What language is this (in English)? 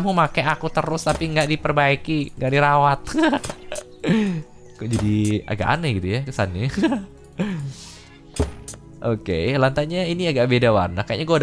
Indonesian